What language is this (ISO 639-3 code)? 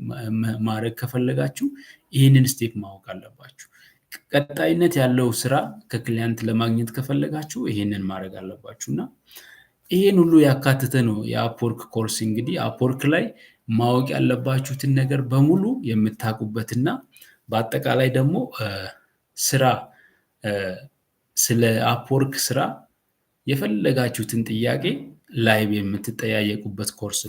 amh